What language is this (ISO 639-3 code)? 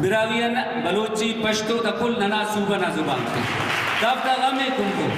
brh